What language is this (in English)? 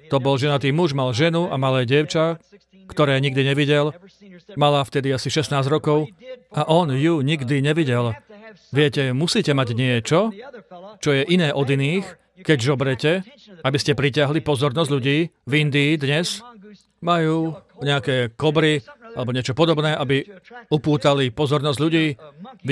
Slovak